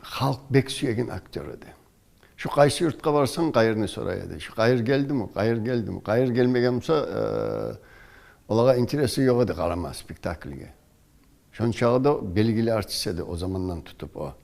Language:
Kumyk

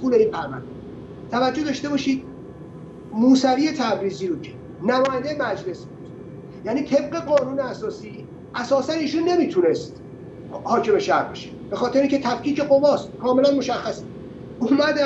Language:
Persian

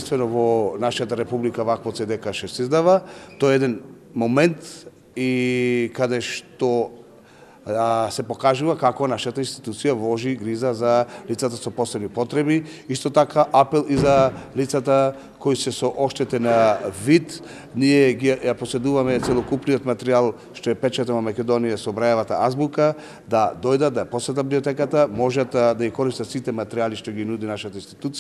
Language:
Macedonian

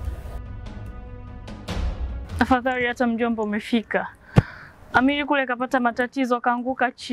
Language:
Swahili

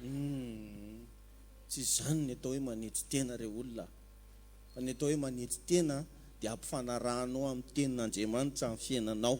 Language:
Malagasy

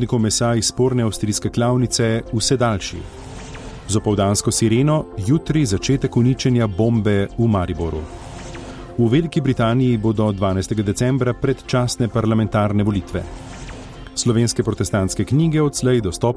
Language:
Slovenian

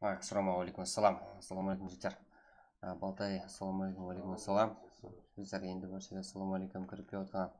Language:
Kara-Kalpak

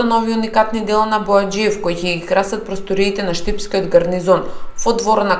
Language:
Macedonian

